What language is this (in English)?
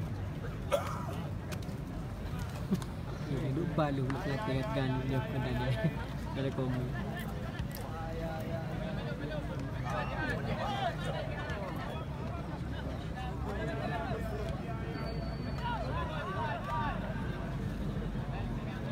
Malay